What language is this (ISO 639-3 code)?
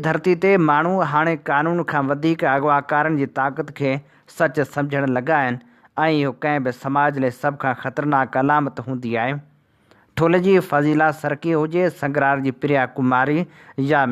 snd